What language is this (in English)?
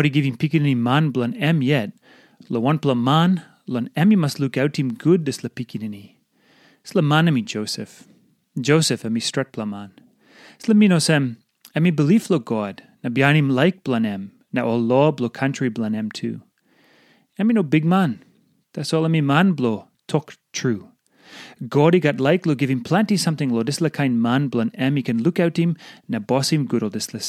Tok Pisin